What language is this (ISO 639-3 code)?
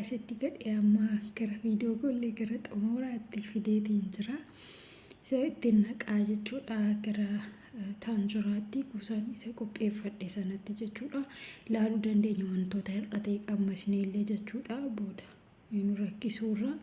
orm